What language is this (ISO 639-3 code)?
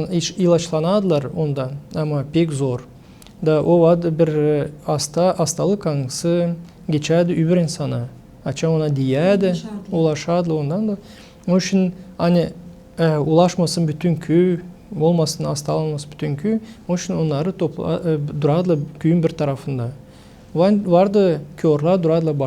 gag